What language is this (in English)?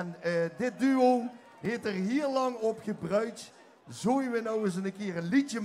Limburgish